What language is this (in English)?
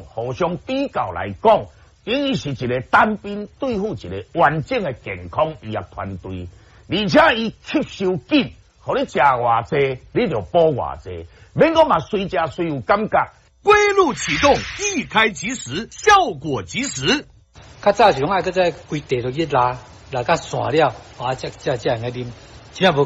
Min Nan Chinese